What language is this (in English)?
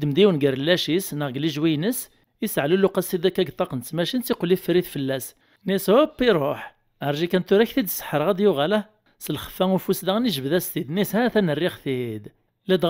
Kabyle